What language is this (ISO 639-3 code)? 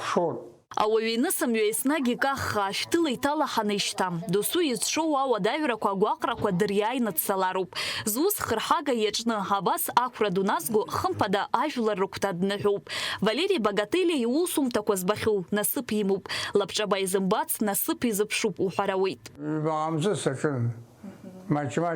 abk